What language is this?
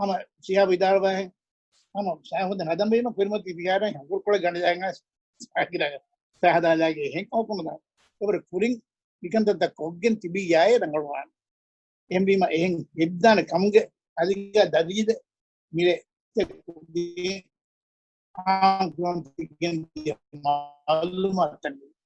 Divehi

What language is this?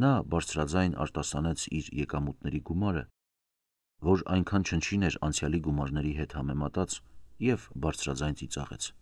Armenian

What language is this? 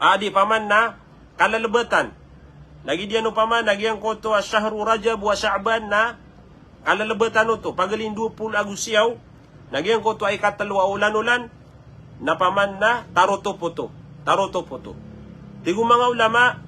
Maranao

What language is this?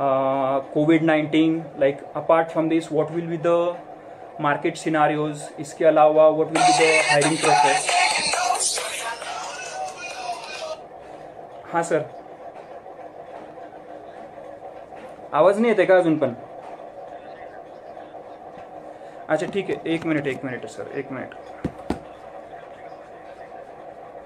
Marathi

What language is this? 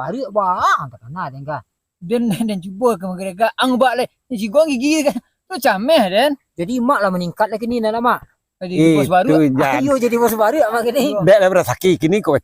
Minangkabau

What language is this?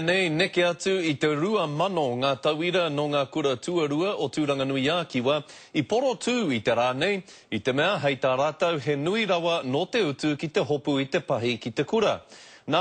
Māori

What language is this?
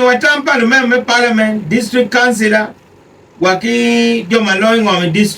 Acoli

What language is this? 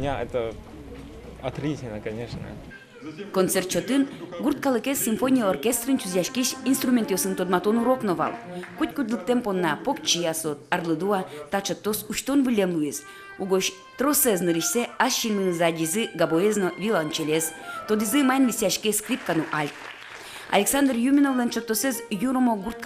Udmurt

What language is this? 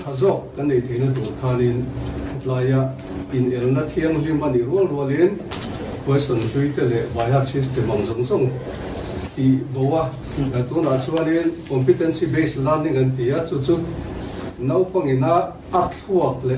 Mizo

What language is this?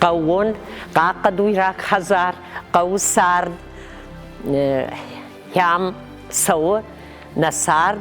Ossetic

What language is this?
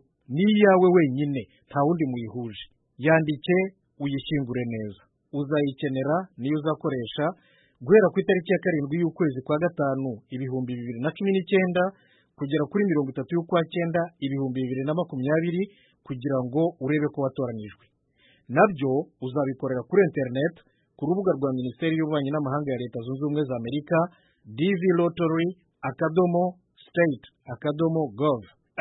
Kinyarwanda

